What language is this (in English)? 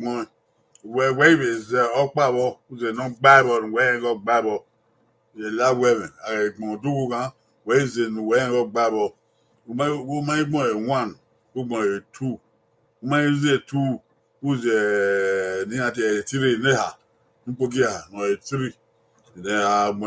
Bini